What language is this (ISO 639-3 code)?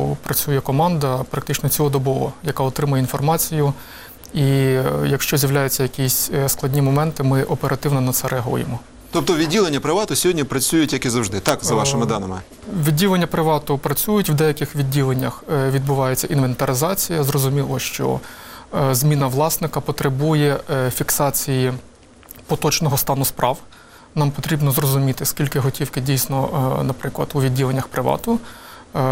ukr